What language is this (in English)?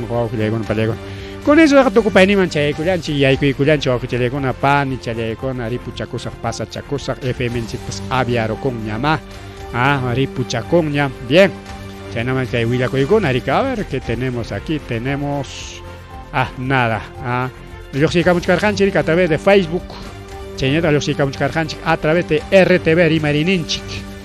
Ayacucho Quechua